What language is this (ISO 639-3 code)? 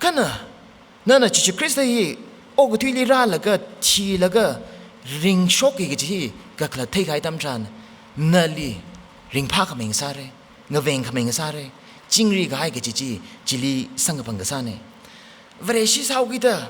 nmf